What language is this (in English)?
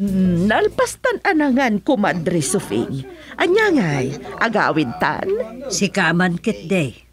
Iloko